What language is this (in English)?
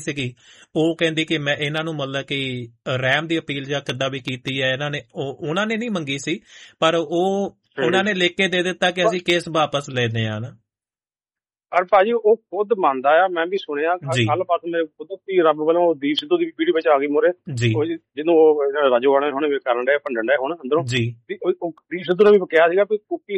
Punjabi